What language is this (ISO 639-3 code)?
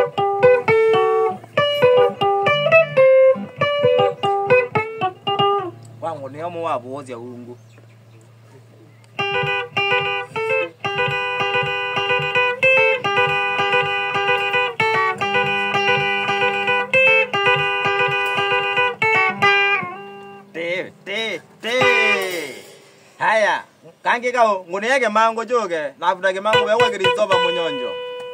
swa